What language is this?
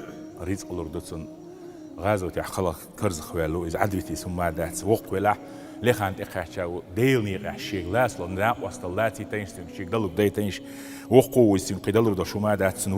Chechen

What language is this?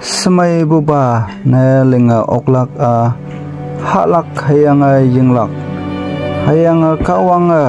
Konyak Naga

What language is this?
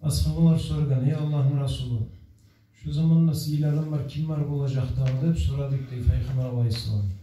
Kumyk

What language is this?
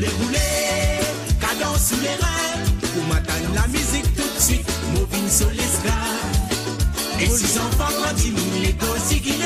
Morisyen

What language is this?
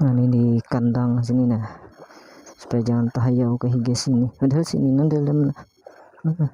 Banjar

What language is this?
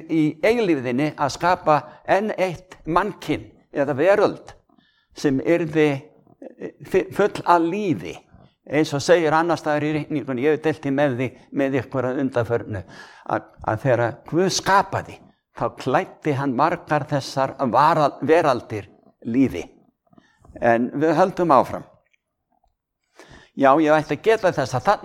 Icelandic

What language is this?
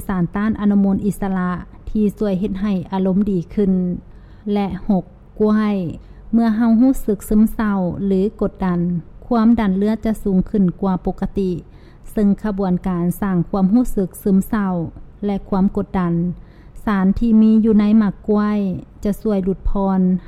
Lao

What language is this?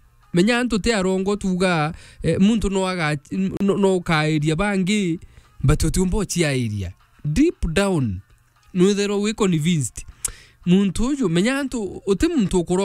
Meru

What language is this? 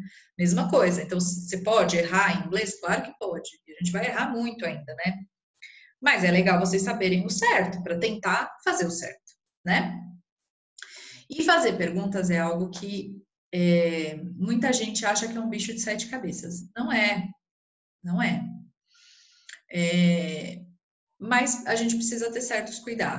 Portuguese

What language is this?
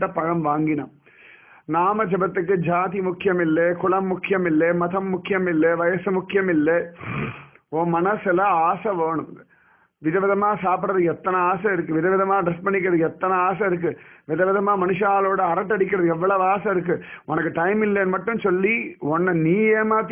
Tamil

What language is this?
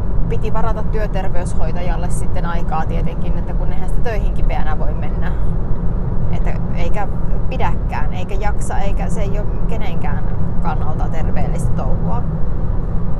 Finnish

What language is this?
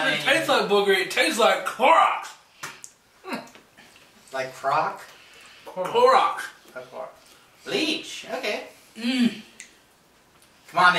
English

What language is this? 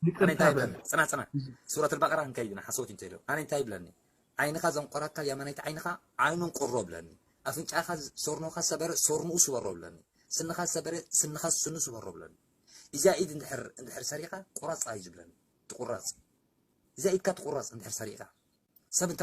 Tigrinya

